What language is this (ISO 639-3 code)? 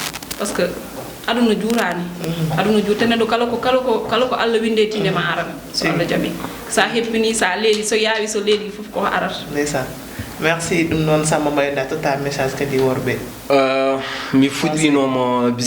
ful